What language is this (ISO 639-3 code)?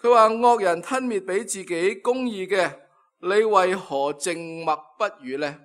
yue